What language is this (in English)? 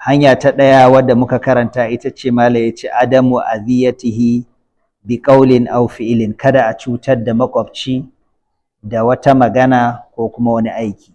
Hausa